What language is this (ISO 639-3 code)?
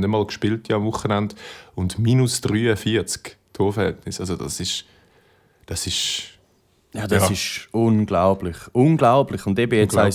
gsw